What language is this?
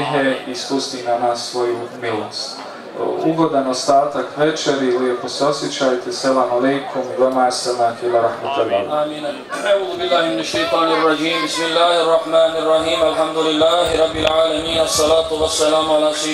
Bosnian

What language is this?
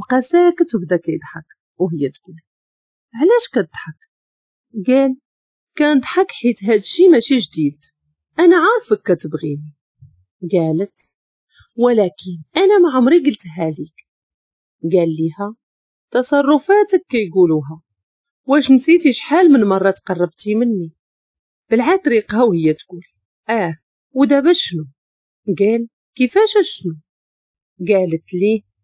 Moroccan Arabic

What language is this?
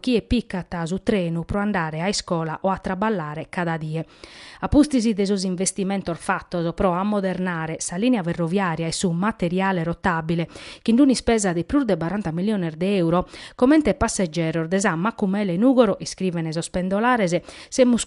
Sardinian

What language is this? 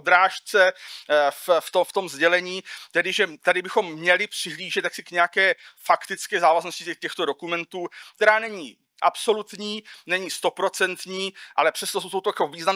Czech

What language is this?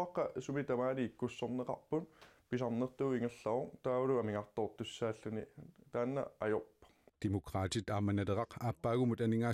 Kalaallisut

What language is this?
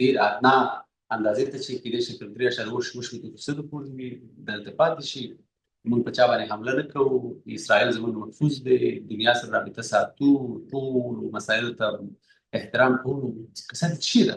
Pashto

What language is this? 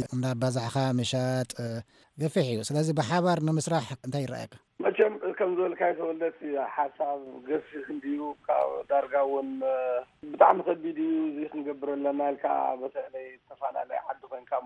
Tigrinya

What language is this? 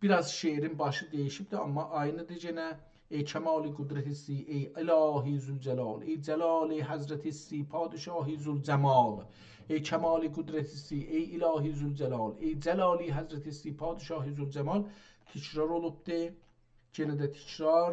South Azerbaijani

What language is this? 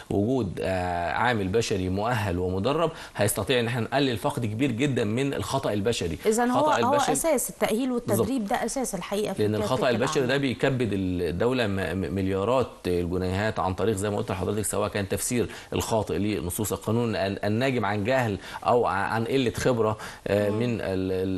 Egyptian Arabic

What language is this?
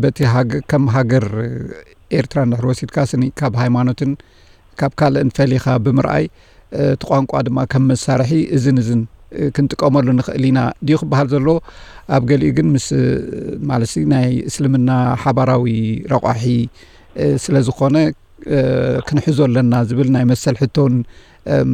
Tigrinya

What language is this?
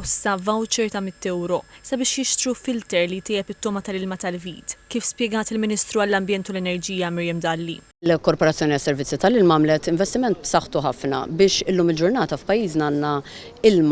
Maltese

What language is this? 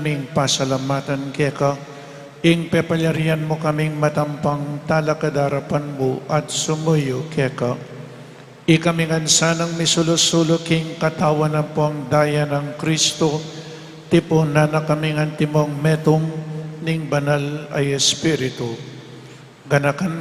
Pampanga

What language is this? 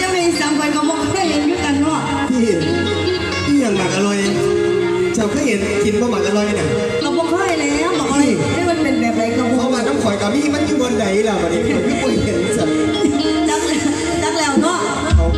Lao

